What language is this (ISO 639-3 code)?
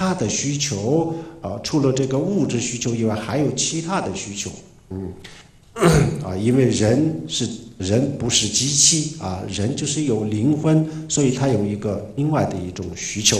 zho